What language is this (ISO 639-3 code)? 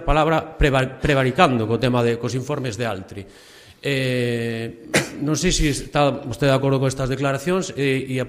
glg